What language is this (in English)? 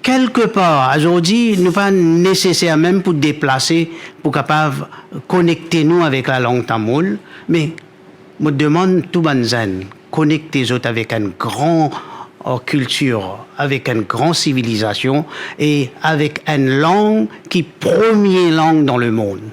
Morisyen